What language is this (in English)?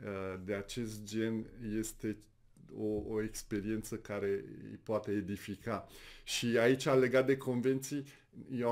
Romanian